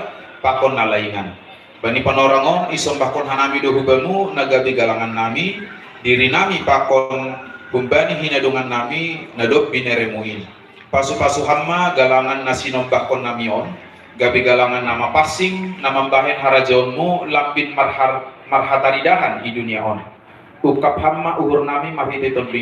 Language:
Batak Simalungun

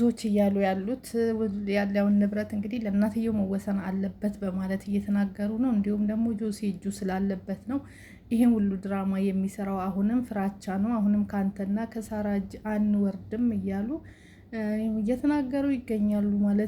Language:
Amharic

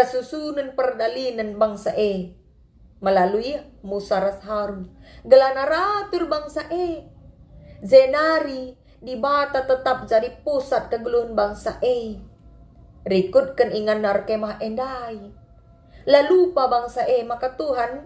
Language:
Batak Karo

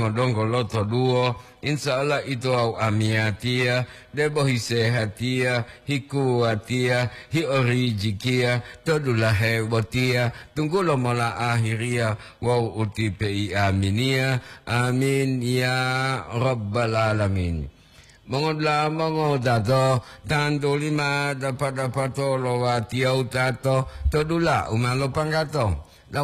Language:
Gorontalo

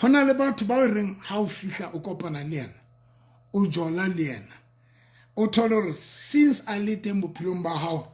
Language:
Southern Sotho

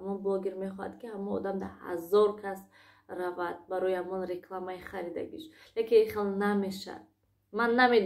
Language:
Tajik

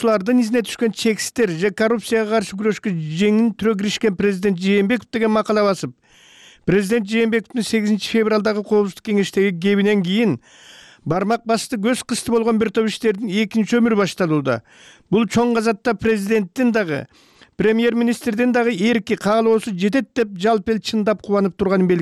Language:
Kyrgyz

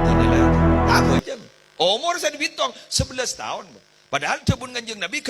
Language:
Madurese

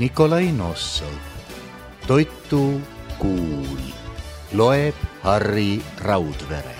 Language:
Estonian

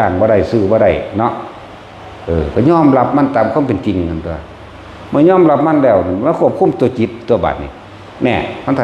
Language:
Northeastern Thai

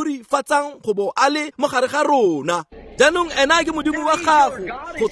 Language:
Tswana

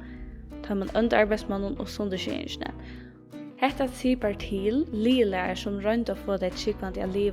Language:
Faroese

